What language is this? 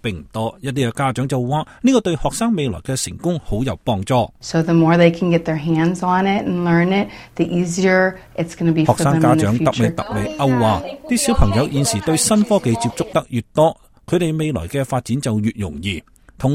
Cantonese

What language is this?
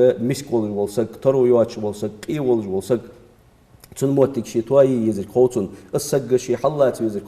Ingush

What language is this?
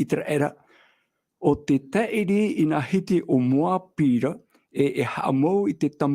Tahitian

